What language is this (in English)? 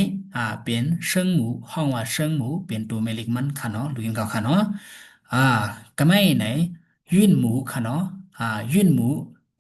Shan